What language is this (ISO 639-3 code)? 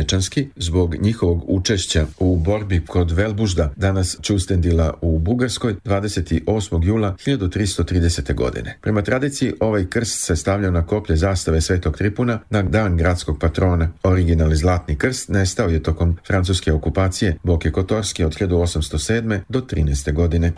srp